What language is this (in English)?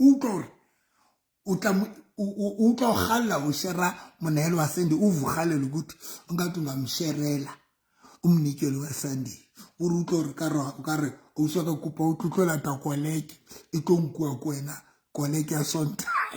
Southern Sotho